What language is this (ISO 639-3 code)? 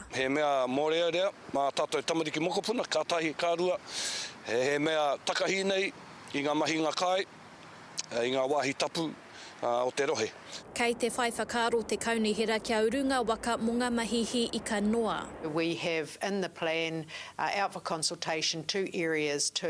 mri